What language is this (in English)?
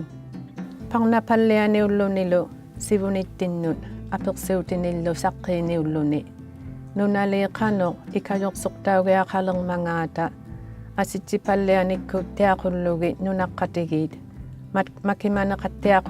Inuktitut